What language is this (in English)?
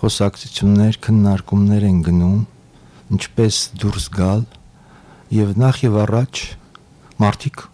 Armenian